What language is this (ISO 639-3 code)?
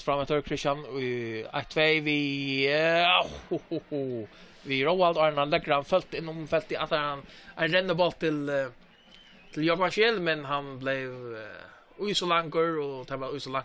fao